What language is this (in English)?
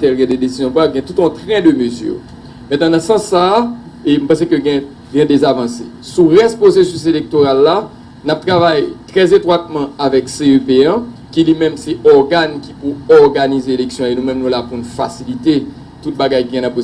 Haitian Creole